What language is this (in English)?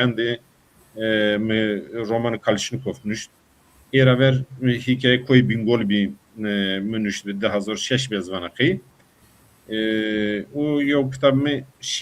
Zaza